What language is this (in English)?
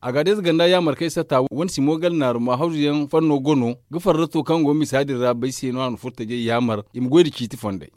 Zarma